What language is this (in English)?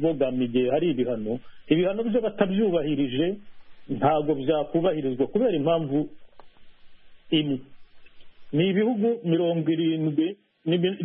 Kinyarwanda